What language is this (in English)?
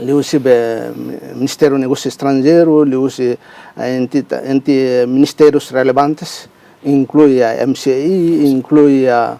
Tetum